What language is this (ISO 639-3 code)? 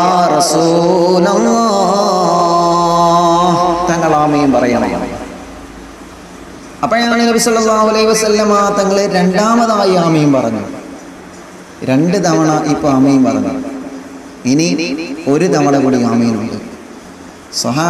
mal